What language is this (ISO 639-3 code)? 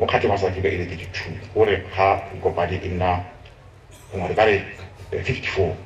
tsn